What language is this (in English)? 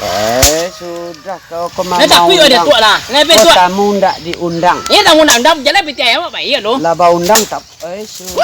Minangkabau